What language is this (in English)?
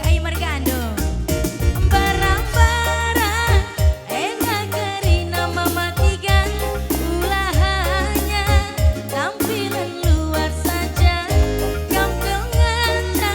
Batak Karo